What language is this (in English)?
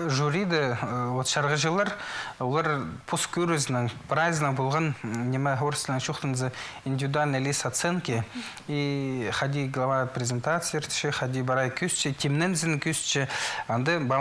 Khakas